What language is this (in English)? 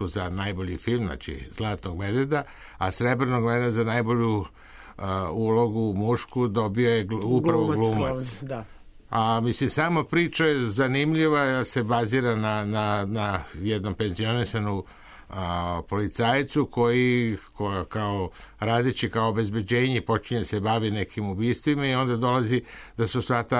Serbian